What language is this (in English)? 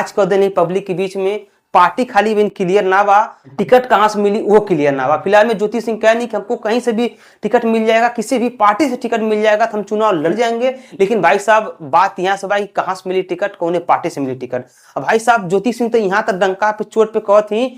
Bhojpuri